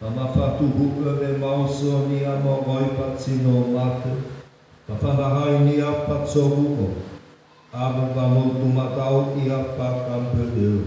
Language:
Nias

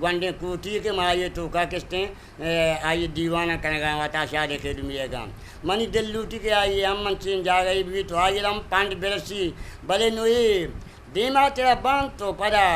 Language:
Eastern Balochi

